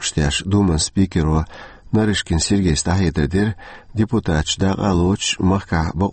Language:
Chechen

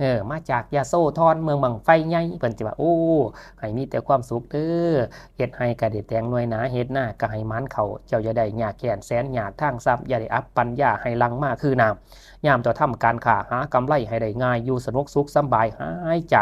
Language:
Lao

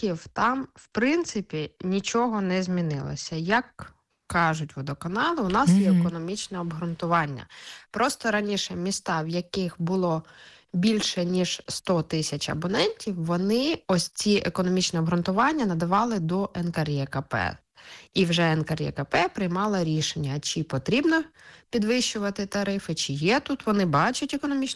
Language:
Ukrainian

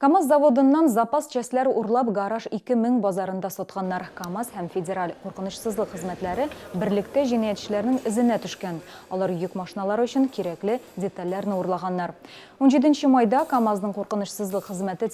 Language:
Tatar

